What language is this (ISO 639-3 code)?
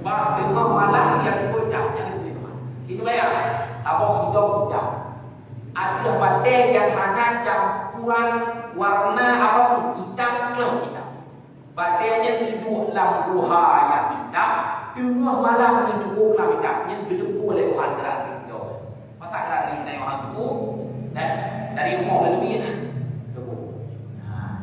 ace